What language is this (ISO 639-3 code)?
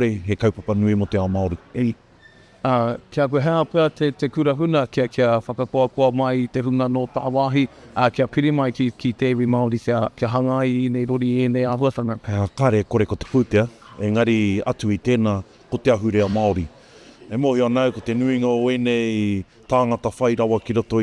mri